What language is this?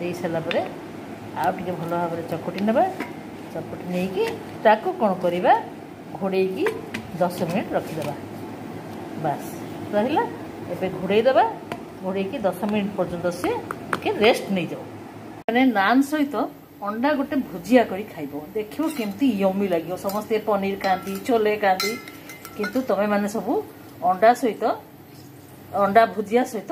Odia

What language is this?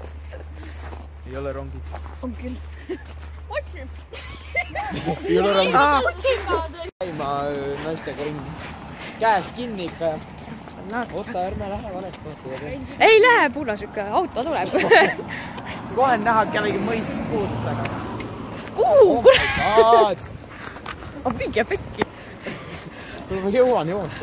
Estonian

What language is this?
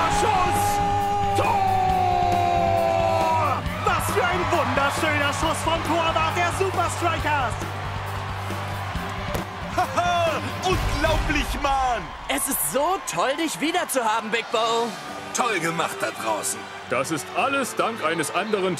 German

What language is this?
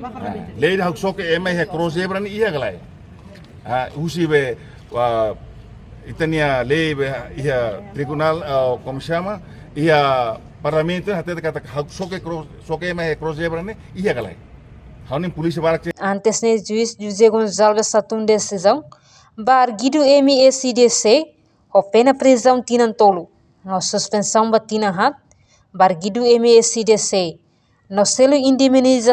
Tetum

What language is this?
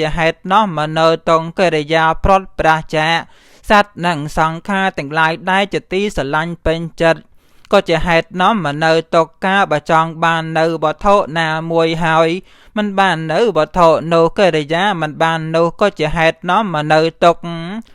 Khmer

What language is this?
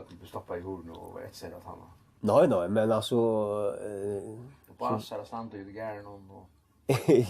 Faroese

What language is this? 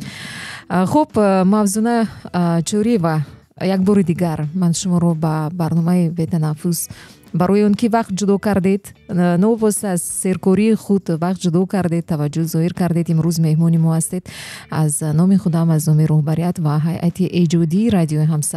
Tajik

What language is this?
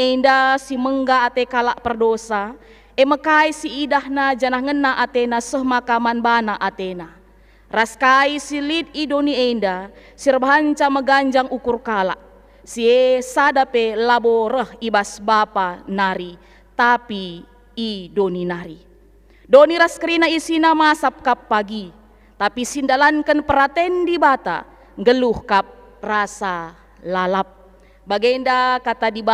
Batak Karo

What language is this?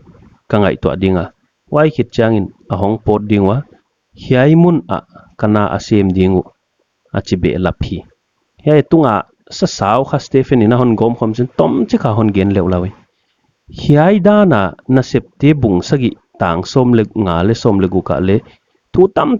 Paite Chin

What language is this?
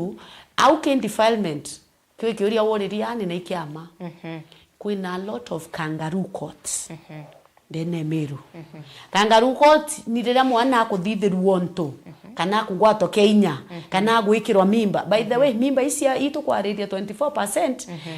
Meru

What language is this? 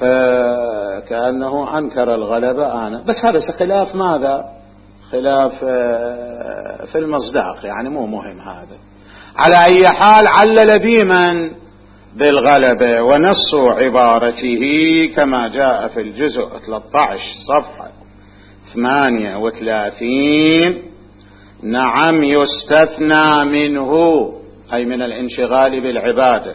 Mesopotamian Arabic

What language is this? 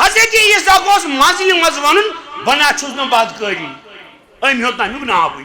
Kashmiri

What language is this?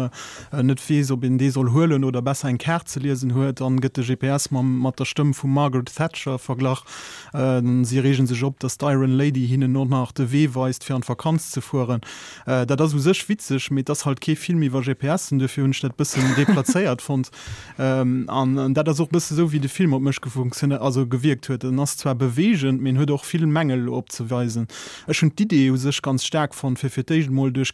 Luxembourgish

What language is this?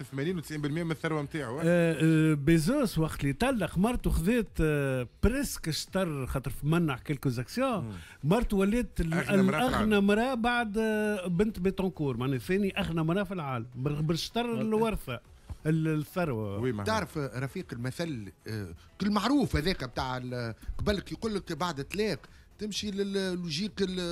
Tunisian Arabic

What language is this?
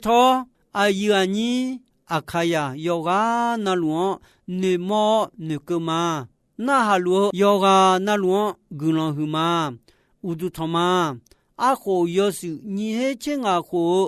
Akha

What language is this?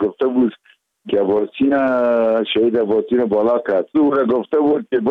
Persian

